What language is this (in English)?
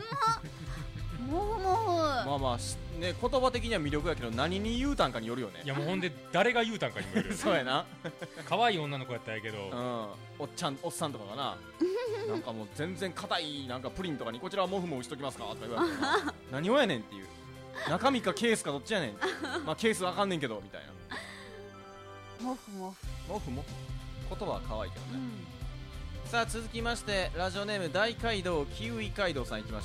Japanese